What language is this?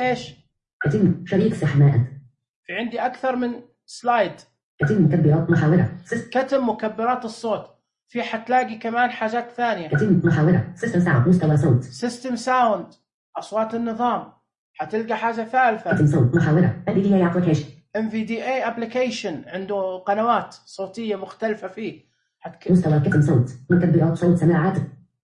Najdi Arabic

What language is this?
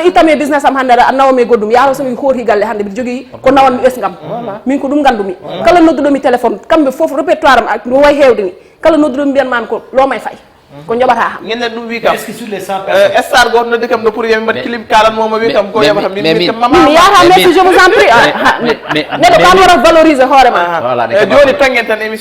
Fula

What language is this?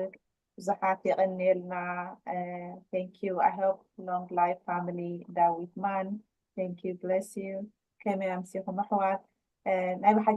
Tigrinya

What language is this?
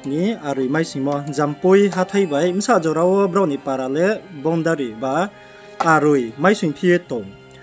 Riang (India)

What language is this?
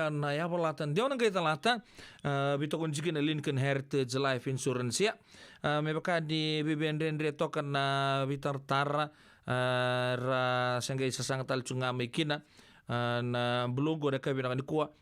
Fijian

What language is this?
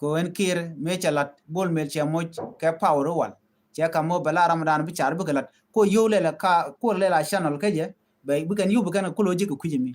Nuer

